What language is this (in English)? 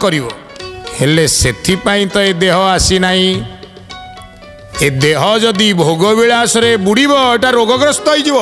Odia